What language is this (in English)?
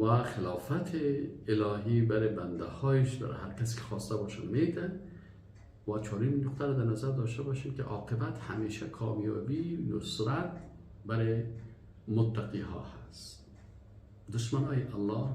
Persian